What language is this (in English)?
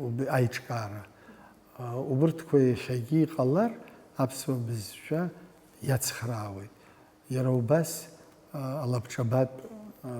Abkhazian